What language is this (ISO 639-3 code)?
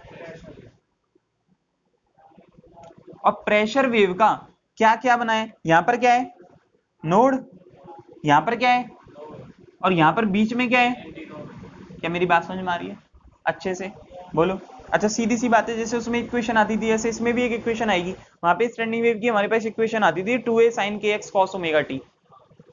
hin